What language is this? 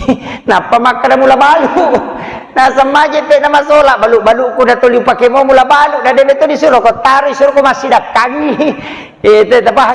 Buginese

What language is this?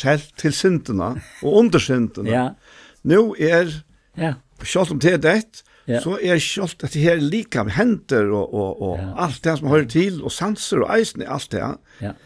Faroese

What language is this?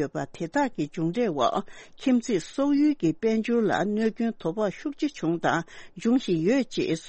Tibetan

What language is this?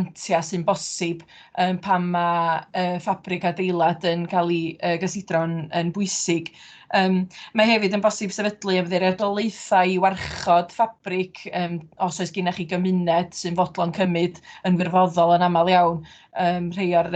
Welsh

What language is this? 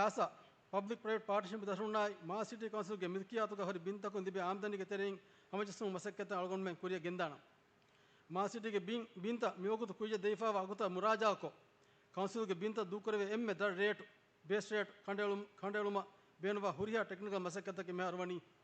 Divehi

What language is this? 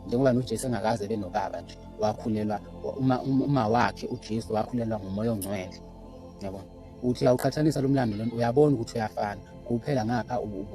Zulu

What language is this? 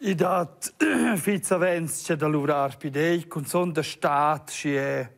Romansh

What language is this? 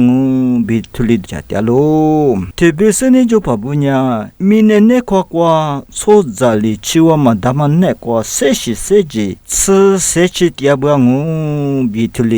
Lisu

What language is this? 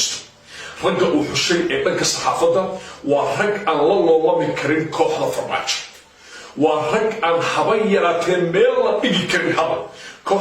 Somali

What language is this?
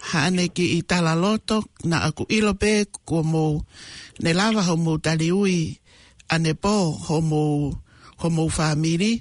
Tongan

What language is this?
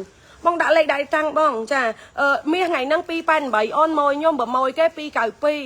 Khmer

